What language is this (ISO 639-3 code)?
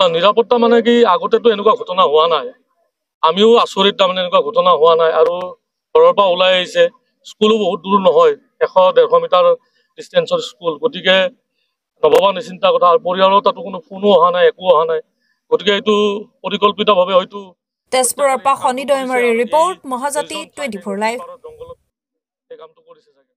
asm